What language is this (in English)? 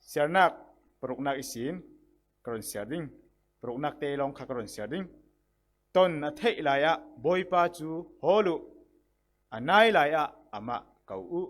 Falam Chin